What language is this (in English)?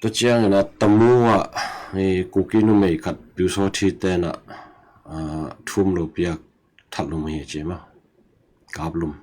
Tedim Chin